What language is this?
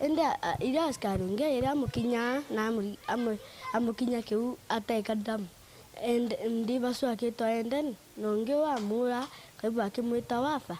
Meru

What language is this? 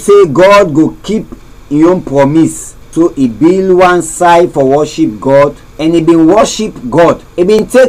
Krio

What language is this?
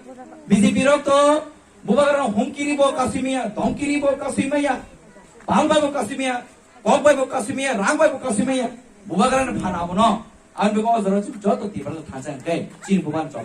Kok Borok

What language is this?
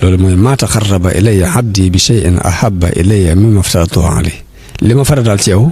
Wolof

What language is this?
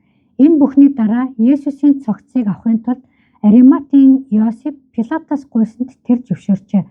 Mongolian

